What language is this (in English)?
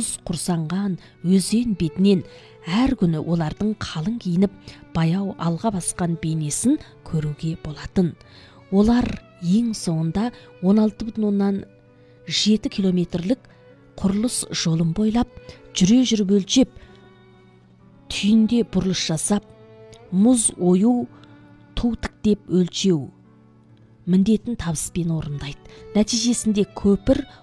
Kazakh